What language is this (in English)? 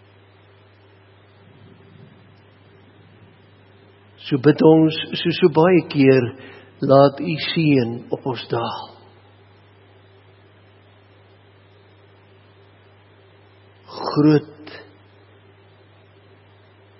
Afrikaans